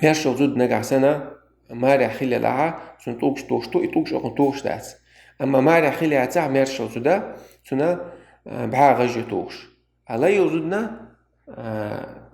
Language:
Chechen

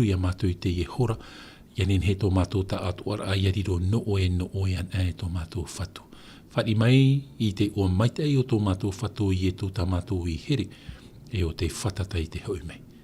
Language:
Tahitian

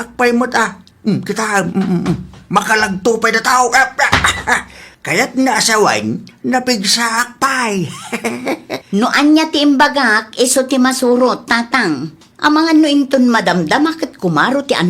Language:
Iloko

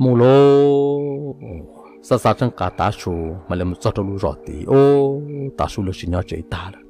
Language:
Hmong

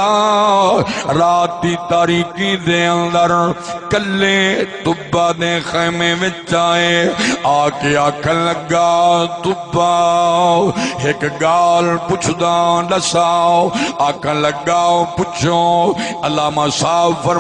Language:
Saraiki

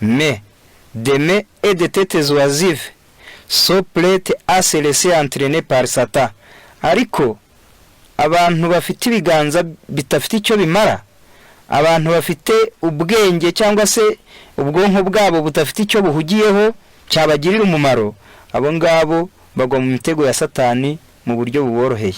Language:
Kinyarwanda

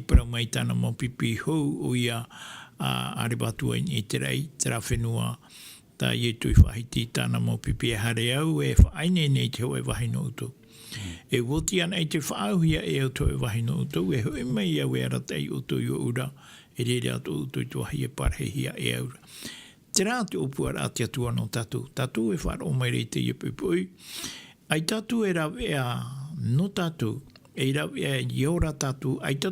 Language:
Tahitian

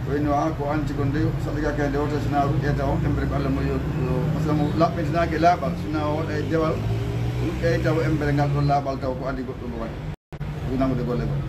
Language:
Fula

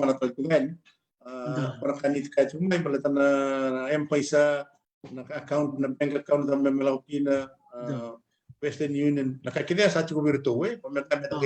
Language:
Fijian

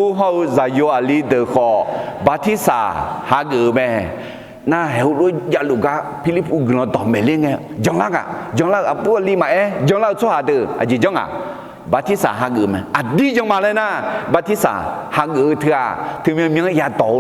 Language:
Akha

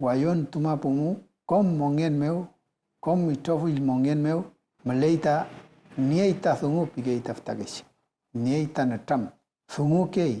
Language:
Mapuche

